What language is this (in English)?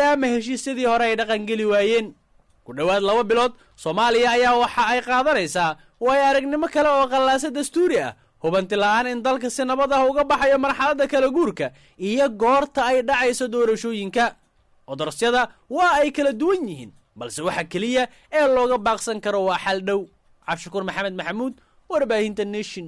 Somali